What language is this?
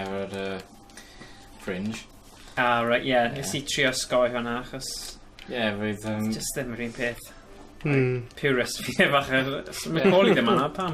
Welsh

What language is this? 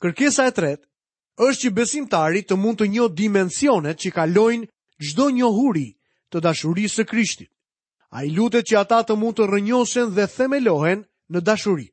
Albanian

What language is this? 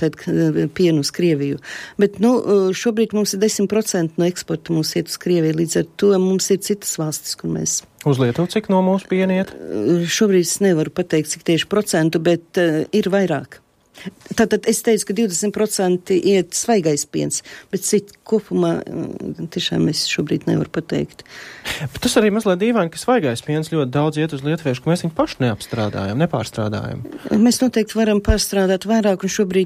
Latvian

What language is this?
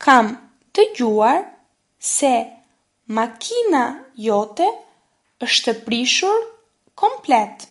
Albanian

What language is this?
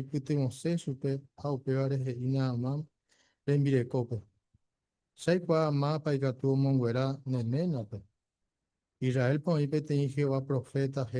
Guarani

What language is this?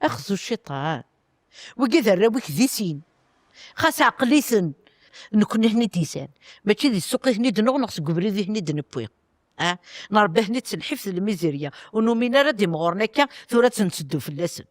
Kabyle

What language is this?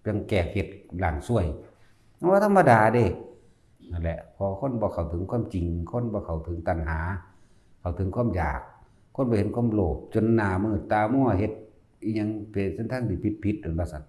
Northeastern Thai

